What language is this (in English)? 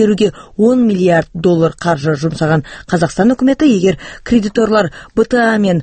Kazakh